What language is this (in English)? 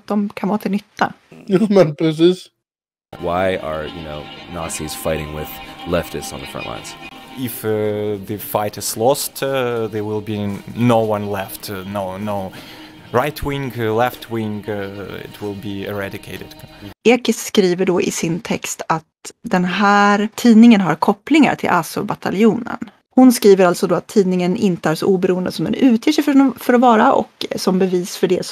Swedish